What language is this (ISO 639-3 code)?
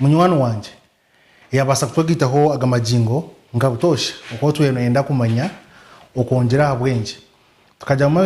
nyn